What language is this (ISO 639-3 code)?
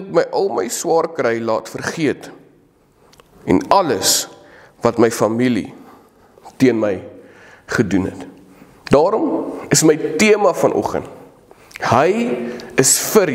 afr